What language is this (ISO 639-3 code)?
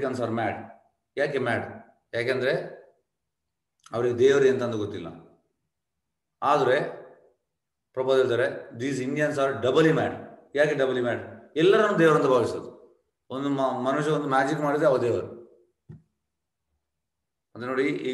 kan